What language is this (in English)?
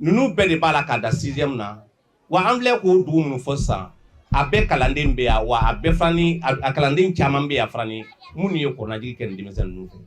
Bambara